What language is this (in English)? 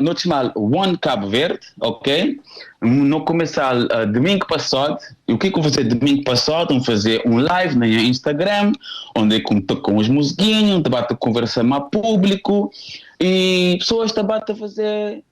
Kabuverdianu